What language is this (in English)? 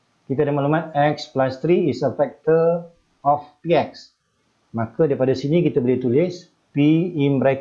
Malay